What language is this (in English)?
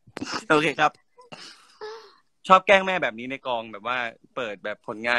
Thai